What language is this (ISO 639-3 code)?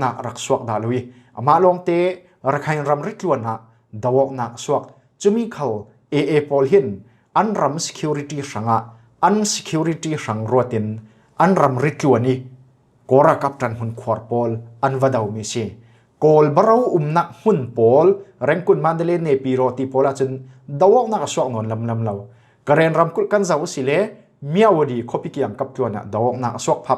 cfm